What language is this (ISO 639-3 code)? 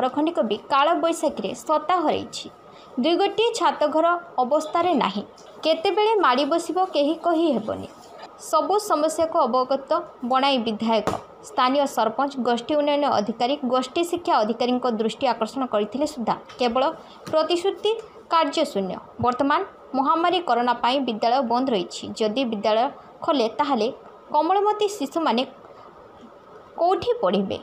ori